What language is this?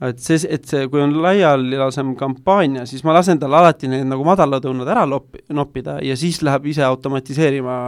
Estonian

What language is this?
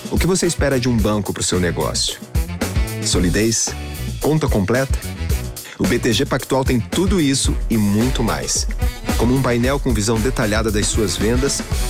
Portuguese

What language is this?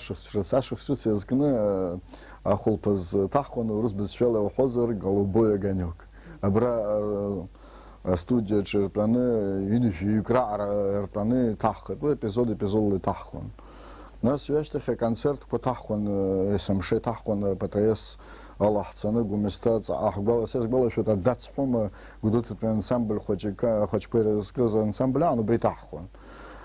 Abkhazian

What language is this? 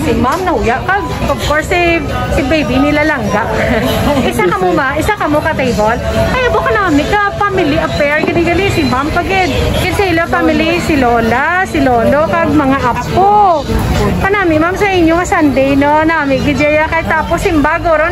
Hiligaynon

